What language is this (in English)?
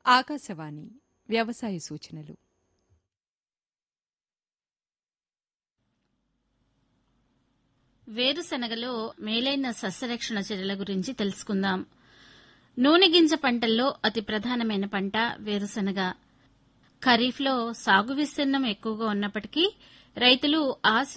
Telugu